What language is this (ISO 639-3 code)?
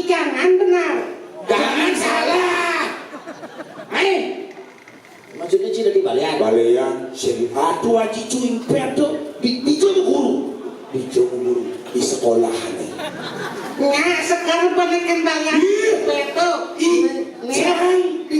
ban